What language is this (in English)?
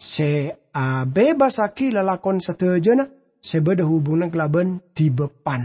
Madurese